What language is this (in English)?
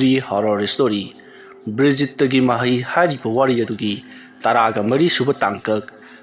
Manipuri